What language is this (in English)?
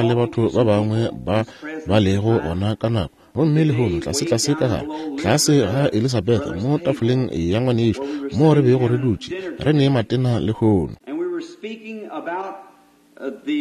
Northern Sotho